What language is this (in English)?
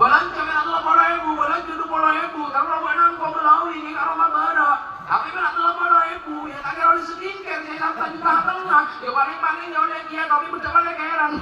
Madurese